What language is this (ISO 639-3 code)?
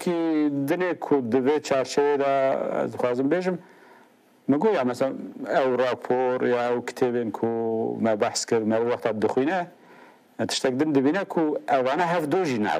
kur